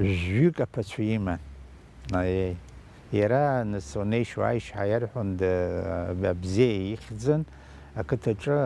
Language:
Abkhazian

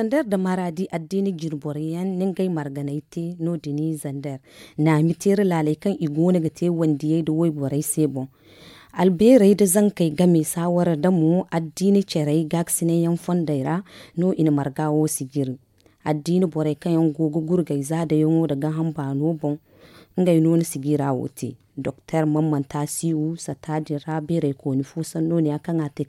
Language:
Zarma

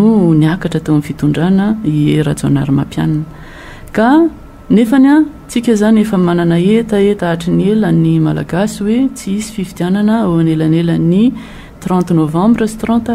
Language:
Malagasy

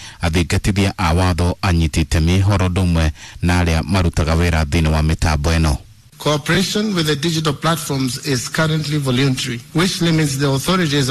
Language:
Kikuyu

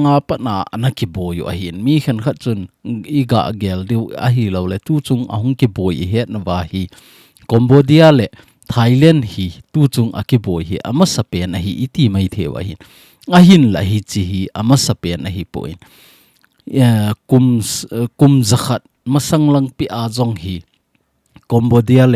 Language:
Thado Chin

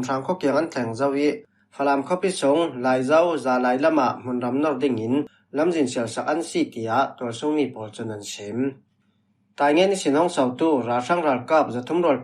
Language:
Falam Chin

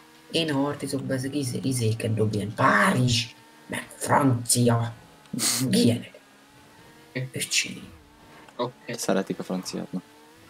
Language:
Hungarian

